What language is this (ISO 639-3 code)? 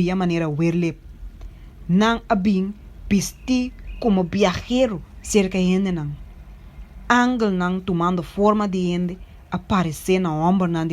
pap